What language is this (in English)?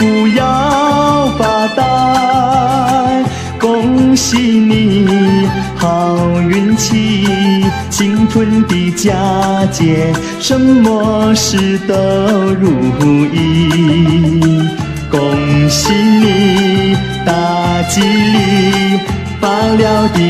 Chinese